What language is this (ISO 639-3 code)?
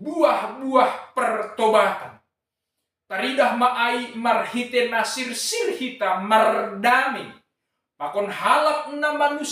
bts